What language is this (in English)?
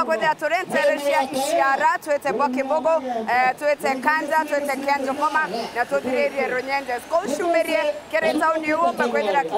Meru